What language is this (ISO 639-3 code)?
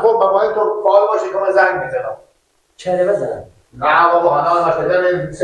fas